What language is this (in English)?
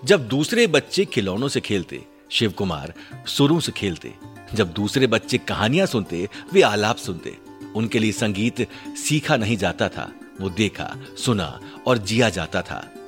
Hindi